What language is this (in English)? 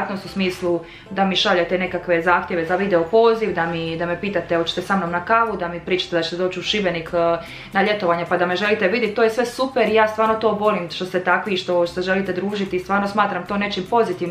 Croatian